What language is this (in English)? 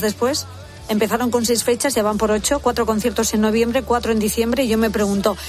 Spanish